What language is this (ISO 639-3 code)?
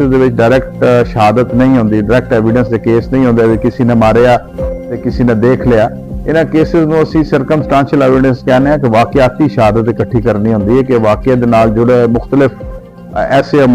skr